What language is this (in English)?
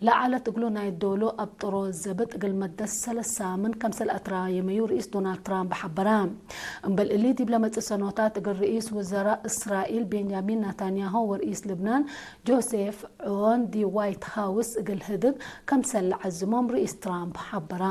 Tigre